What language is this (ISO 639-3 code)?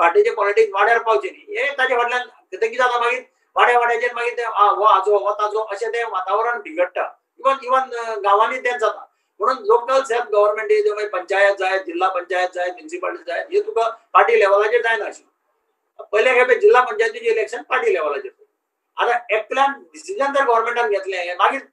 kok